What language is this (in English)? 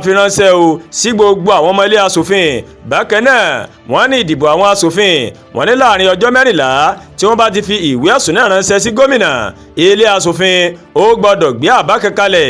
Yoruba